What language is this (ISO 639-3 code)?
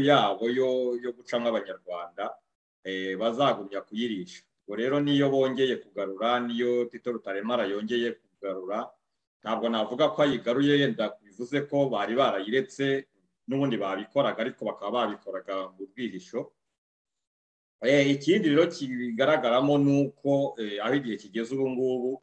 kin